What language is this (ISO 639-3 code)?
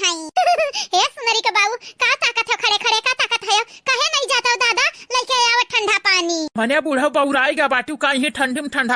awa